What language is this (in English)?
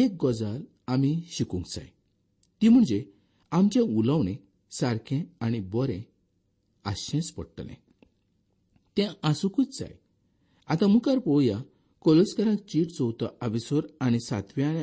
Konkani